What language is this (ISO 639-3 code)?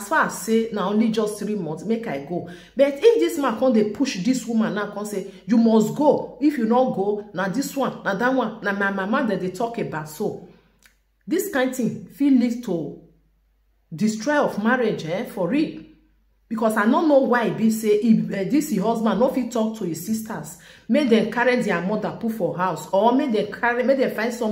pcm